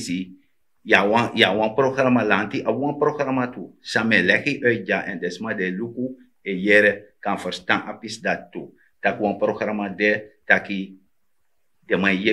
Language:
Sranan Tongo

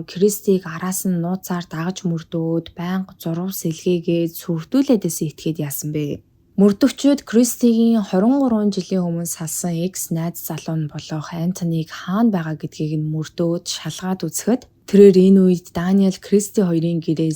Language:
Mongolian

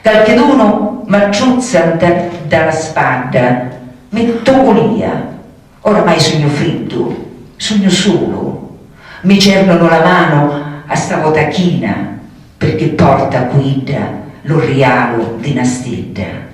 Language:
Sicilian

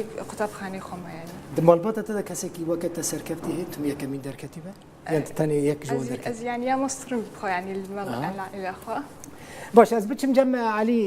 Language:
Kurdish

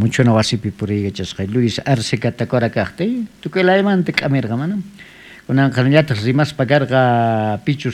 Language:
South Bolivian Quechua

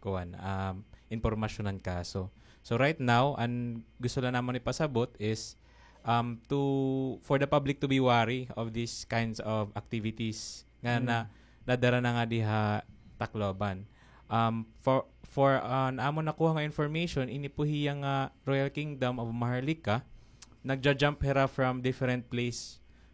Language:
Waray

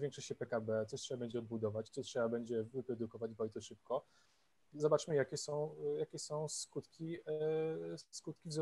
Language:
Polish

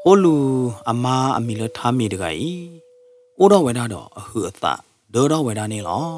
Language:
S'gaw Karen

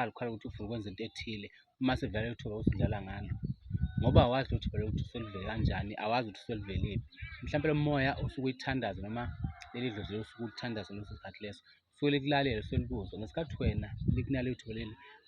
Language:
Zulu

